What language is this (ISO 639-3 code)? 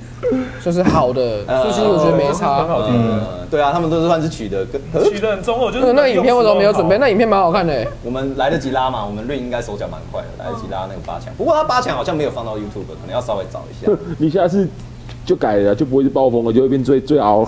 zho